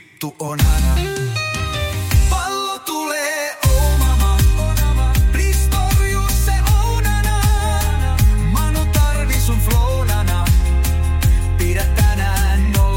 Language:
Finnish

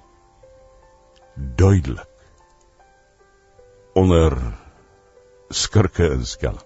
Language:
Afrikaans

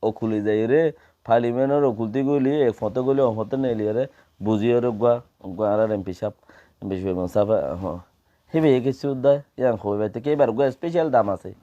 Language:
Rohingya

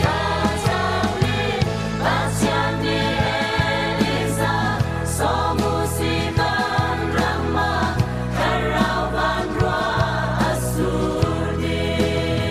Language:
Falam Chin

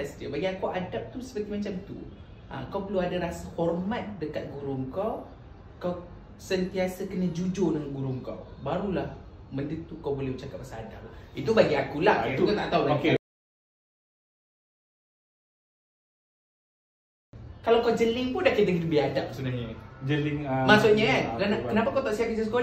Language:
Malay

